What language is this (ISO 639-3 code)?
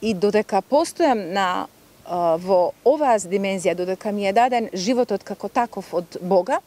mkd